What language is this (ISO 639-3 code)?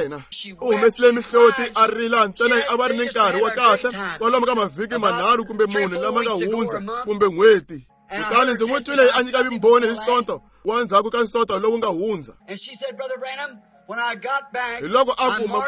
tso